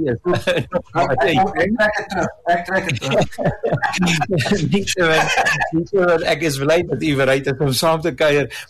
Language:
Afrikaans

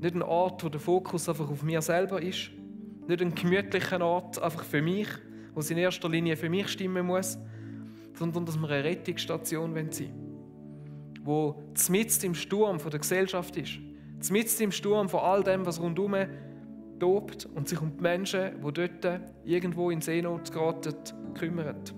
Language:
Swiss German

